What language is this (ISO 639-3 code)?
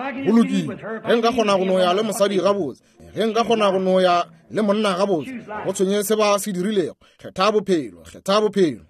nso